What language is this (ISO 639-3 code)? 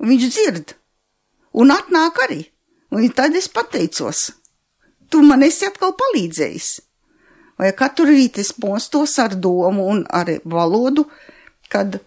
lav